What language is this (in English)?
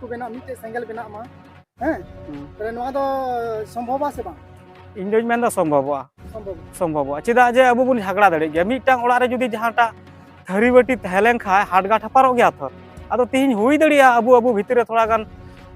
Santali